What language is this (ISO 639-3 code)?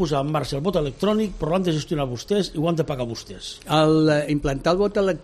cat